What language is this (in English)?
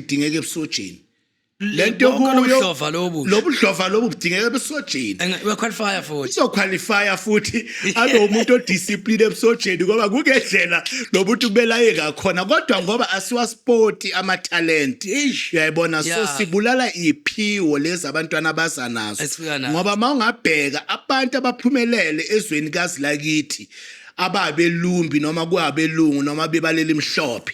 Zulu